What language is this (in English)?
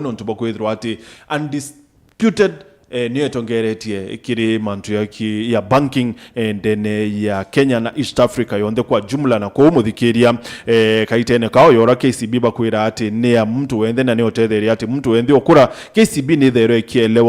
Meru